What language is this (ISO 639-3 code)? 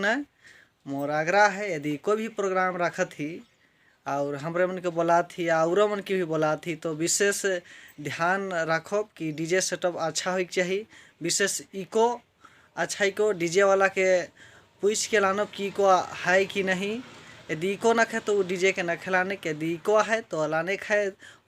sck